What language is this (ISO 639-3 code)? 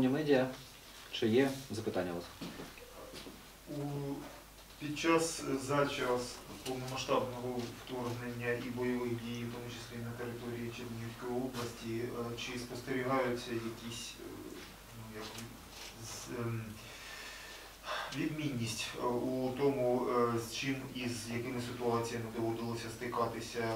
ukr